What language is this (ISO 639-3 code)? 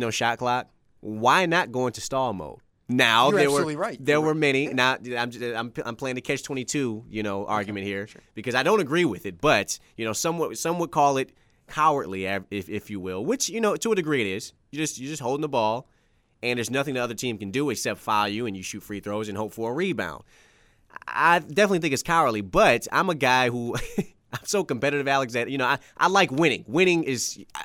eng